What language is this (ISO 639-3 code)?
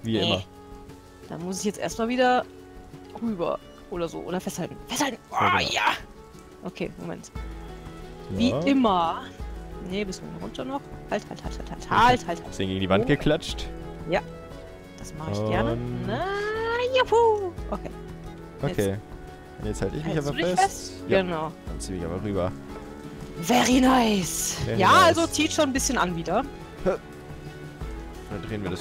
deu